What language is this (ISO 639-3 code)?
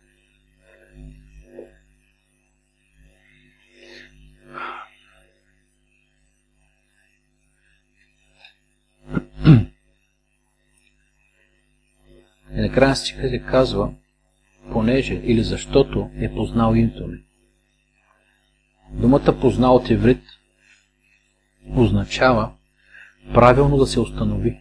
bul